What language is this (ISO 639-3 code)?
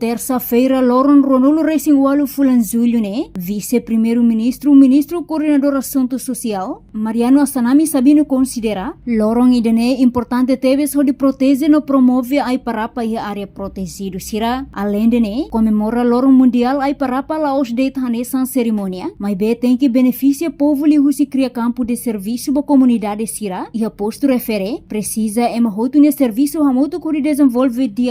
tet